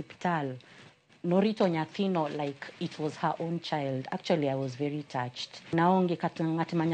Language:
Luo (Kenya and Tanzania)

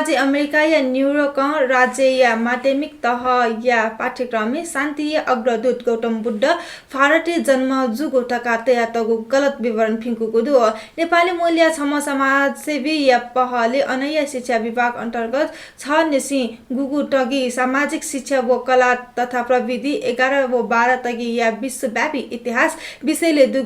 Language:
Newari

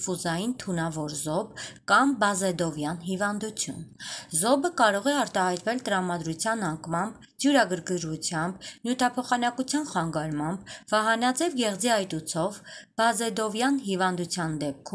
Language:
Armenian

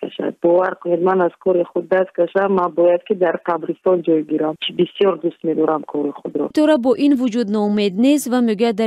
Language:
Tajik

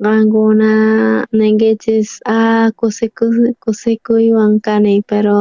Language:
South Bolivian Quechua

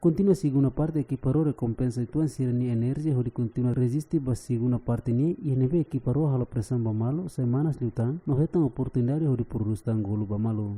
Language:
Tetum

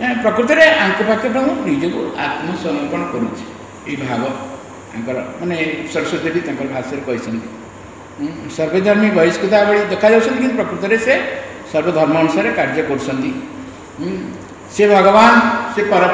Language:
Odia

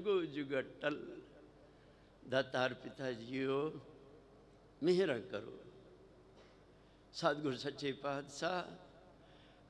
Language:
Punjabi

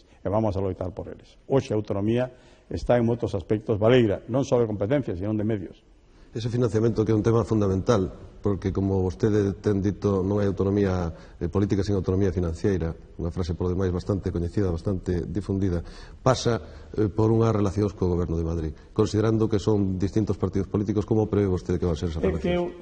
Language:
Galician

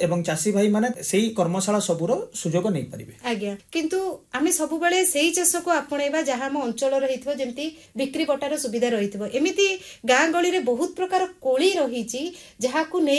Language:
Odia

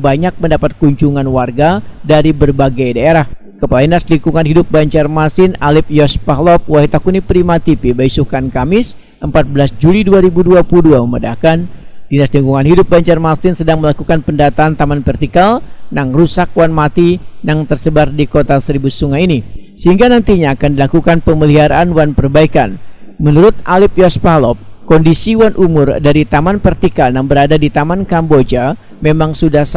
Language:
Banjar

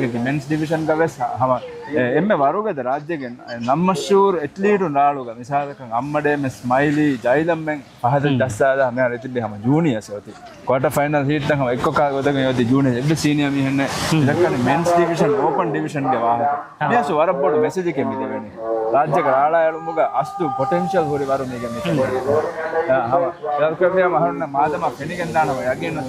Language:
Divehi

